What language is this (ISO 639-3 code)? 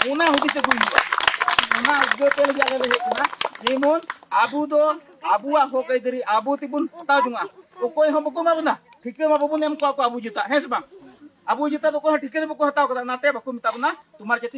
sat